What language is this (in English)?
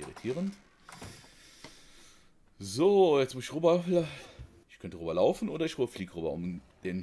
German